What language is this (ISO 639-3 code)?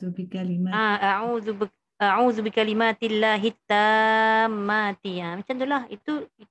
msa